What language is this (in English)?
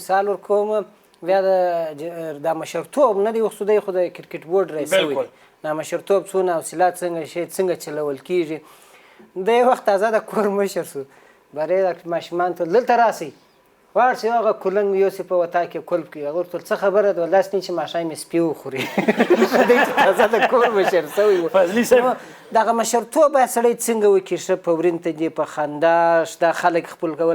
Pashto